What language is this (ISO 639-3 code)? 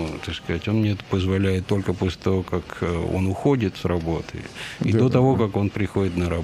rus